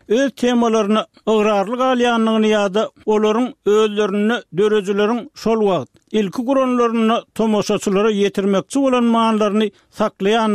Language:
Turkmen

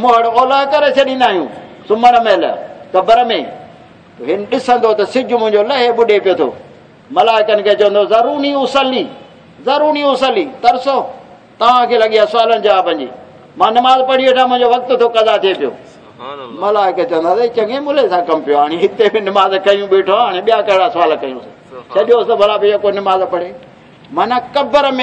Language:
Saraiki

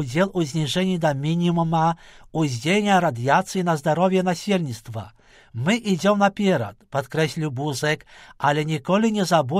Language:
Belarusian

